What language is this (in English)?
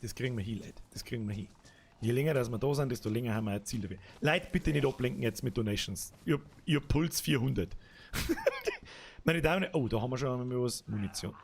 Bavarian